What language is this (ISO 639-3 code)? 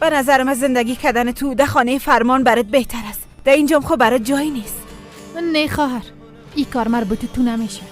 fas